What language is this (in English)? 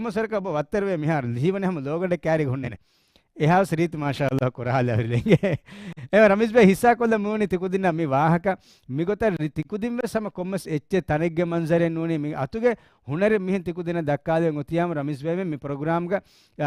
Divehi